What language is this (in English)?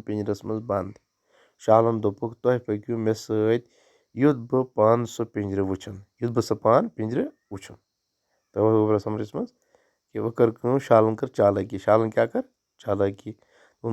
Kashmiri